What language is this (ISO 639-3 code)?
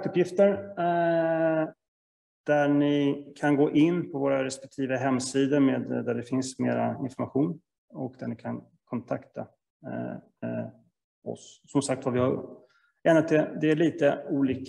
swe